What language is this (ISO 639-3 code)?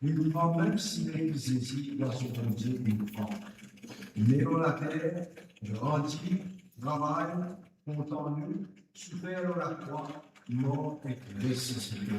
mfe